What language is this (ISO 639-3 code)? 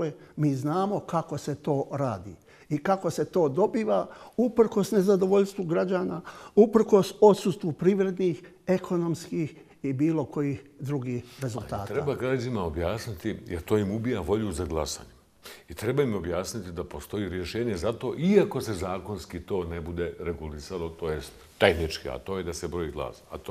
bos